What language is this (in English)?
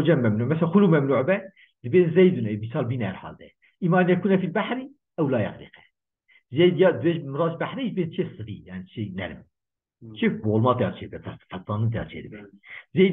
Kurdish